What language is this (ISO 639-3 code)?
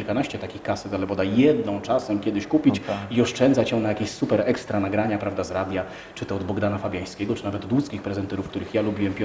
pol